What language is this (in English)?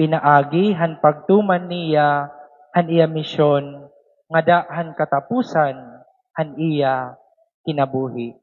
Waray